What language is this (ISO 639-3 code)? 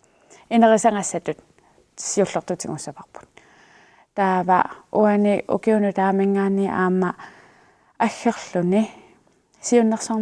kal